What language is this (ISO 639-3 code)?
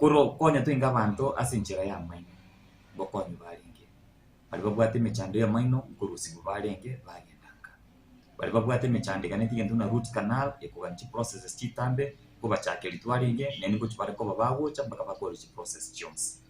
guz